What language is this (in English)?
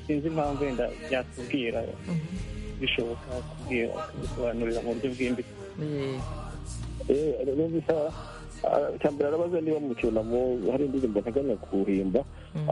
Kinyarwanda